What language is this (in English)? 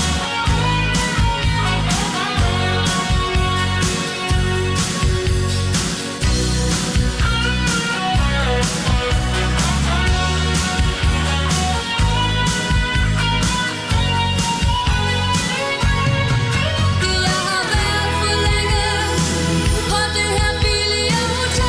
Danish